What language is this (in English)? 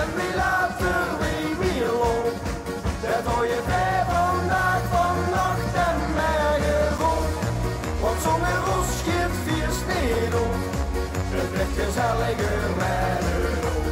Limburgish